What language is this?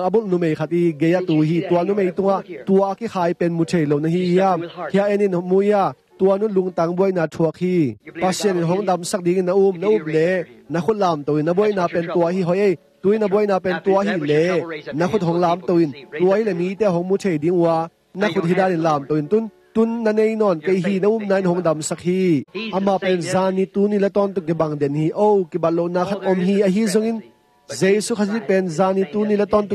Tedim Chin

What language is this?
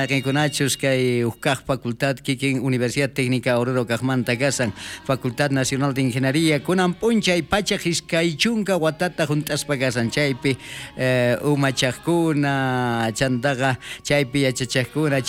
South Bolivian Quechua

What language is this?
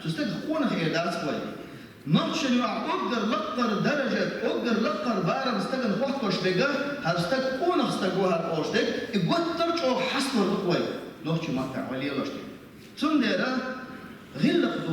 Chechen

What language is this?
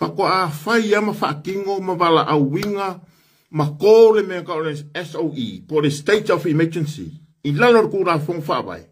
Samoan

